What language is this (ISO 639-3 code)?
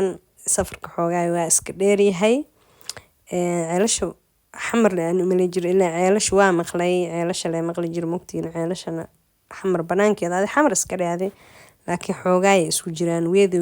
som